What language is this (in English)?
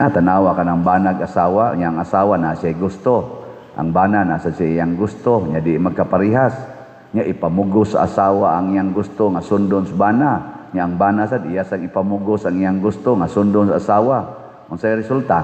Cebuano